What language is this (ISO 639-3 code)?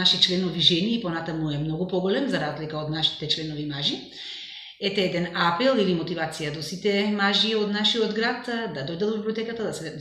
mkd